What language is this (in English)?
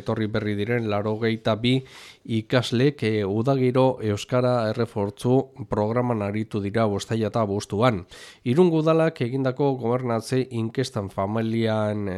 Basque